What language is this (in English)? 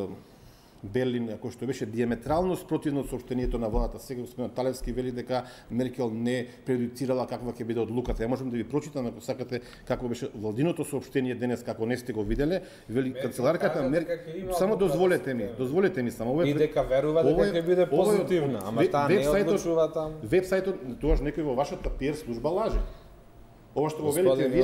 Macedonian